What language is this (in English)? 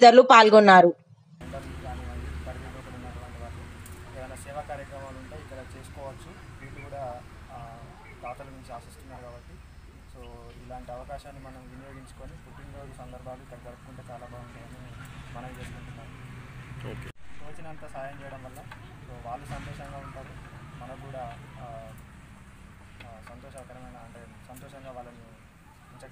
Telugu